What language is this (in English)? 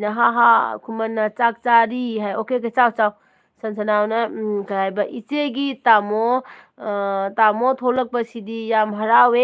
Manipuri